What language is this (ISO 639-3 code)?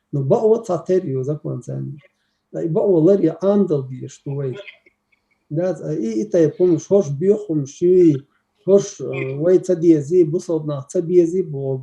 che